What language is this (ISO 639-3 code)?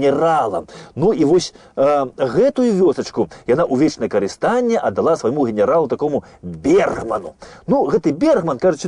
bel